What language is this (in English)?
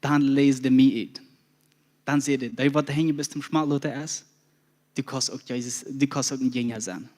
Plautdietsch